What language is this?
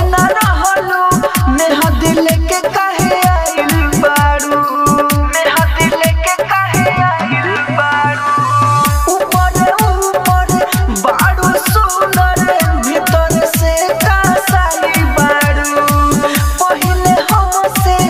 Bhojpuri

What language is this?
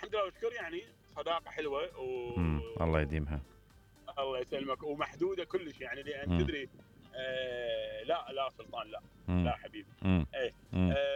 Mesopotamian Arabic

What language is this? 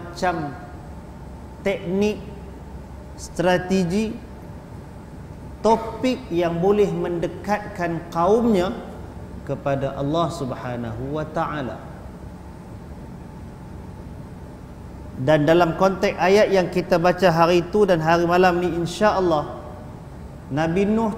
Malay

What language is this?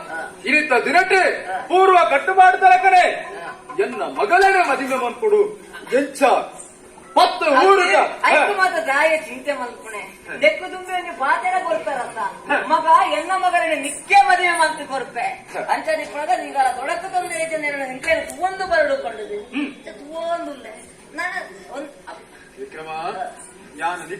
Tulu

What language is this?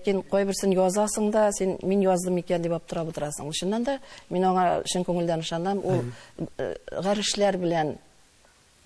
Tatar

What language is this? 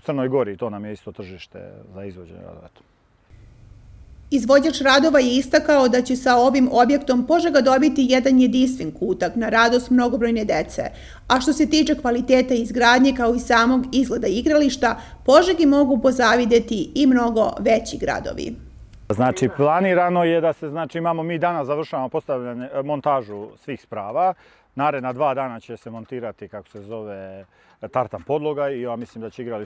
Serbian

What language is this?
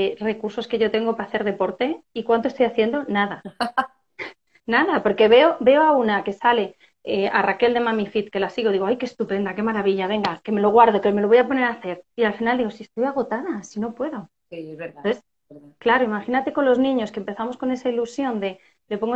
Spanish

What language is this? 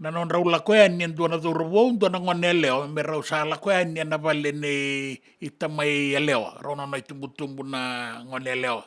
Fijian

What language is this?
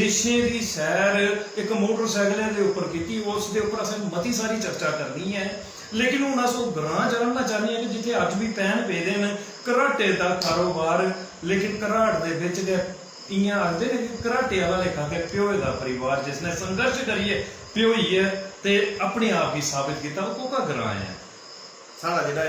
Dogri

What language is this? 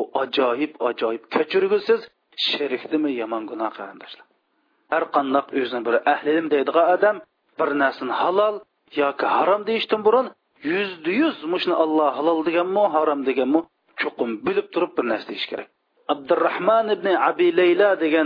Uyghur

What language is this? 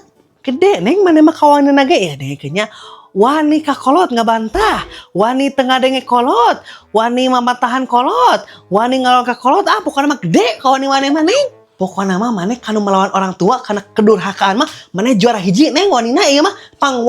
Sundanese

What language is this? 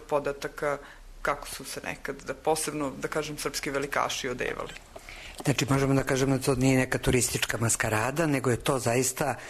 Serbian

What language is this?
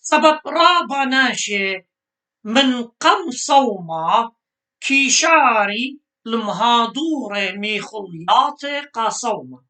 Assyrian Neo-Aramaic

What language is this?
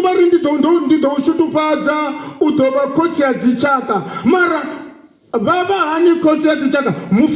Venda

